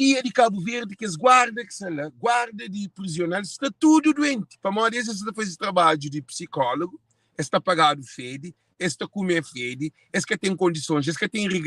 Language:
Kabuverdianu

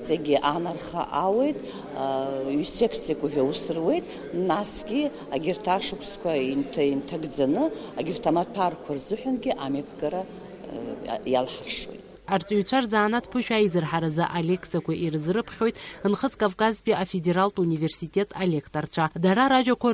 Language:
Abkhazian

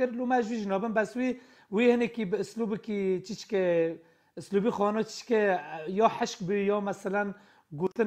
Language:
Kurdish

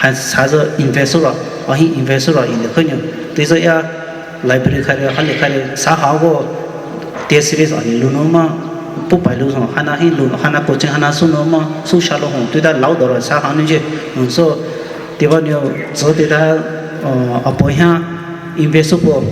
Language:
Poumei Naga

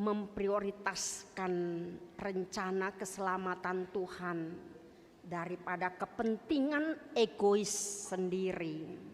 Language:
Batak Toba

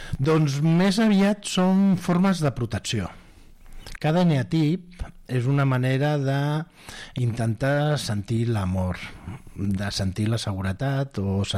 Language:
Catalan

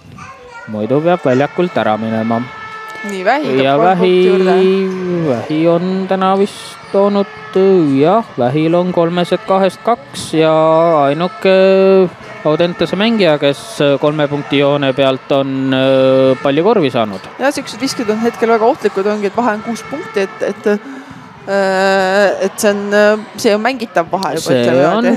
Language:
Estonian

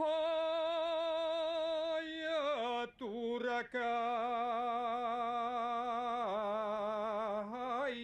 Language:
Bashkir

